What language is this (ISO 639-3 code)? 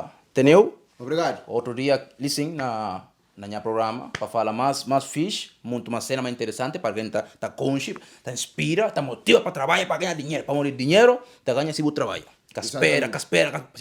kea